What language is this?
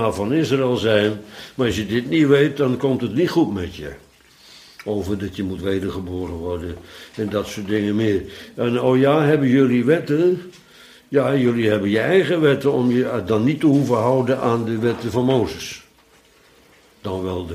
Dutch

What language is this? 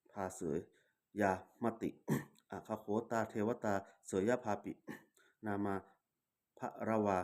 Pali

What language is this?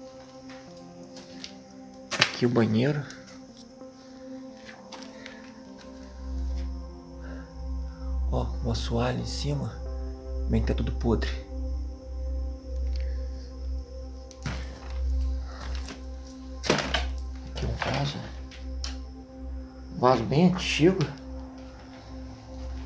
Portuguese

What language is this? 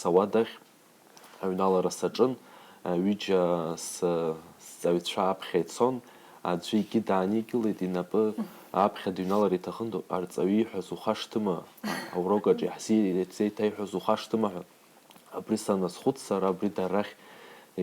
Abkhazian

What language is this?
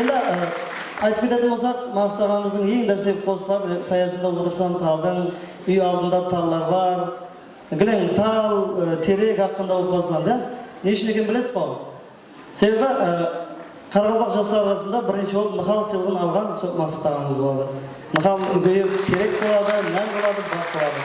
Kara-Kalpak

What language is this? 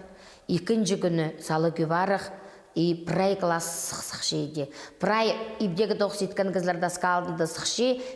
Khakas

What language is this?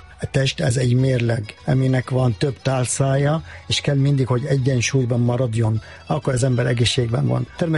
Hungarian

